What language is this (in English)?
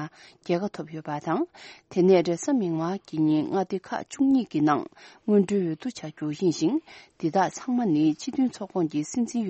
Tibetan